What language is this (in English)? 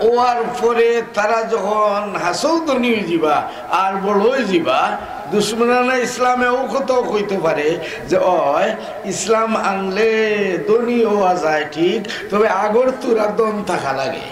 Sylheti